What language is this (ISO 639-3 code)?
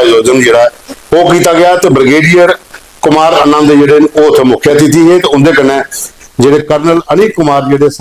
doi